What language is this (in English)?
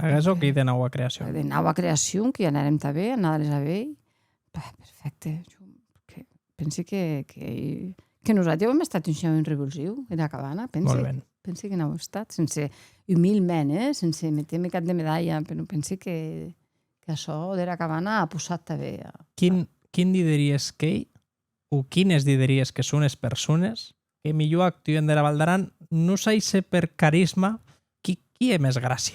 Occitan